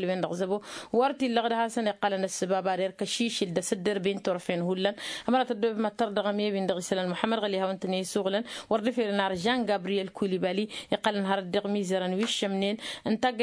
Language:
Tamasheq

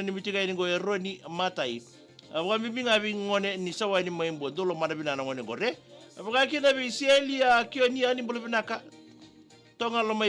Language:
Fijian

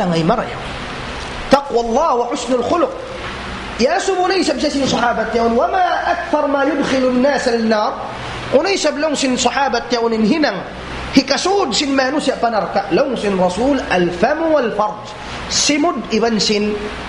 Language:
Tausug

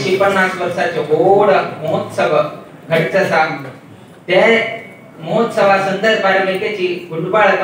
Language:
Konkani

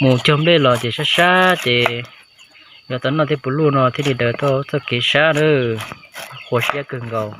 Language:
Hmong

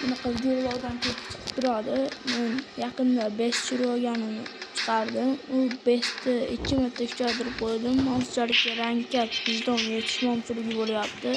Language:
Uzbek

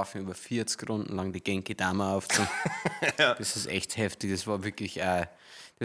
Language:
Bavarian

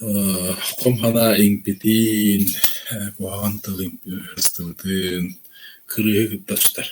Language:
Yakut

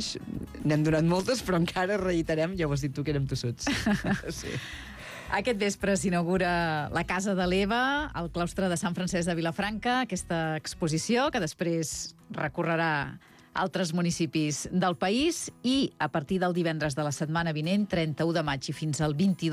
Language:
Catalan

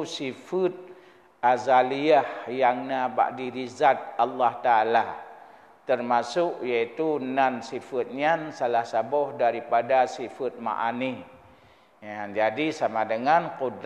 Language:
Achinese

